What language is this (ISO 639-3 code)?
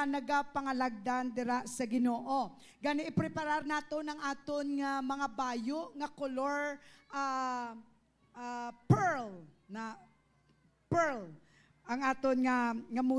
hil